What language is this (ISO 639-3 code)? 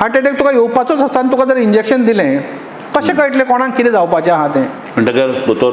kok